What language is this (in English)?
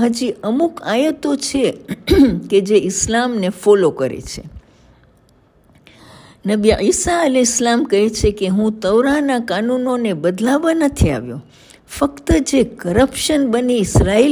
Gujarati